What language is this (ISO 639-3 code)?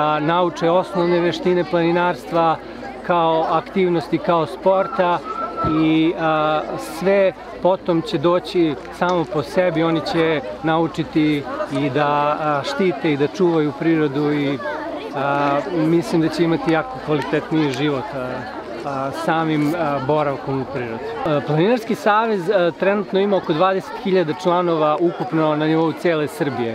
srp